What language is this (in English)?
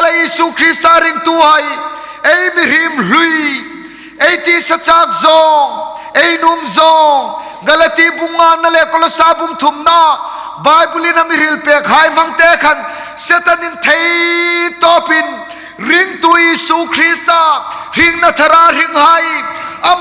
Hmar